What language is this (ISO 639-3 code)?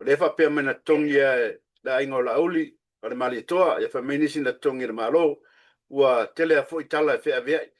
smo